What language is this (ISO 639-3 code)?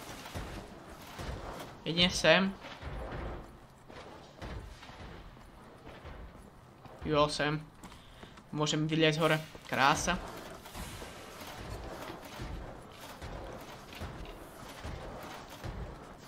slk